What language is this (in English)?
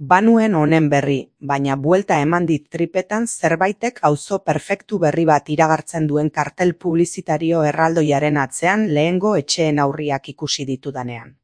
Basque